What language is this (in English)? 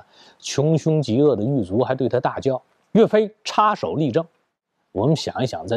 Chinese